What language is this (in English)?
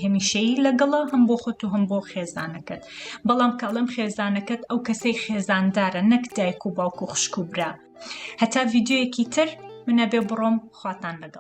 Central Kurdish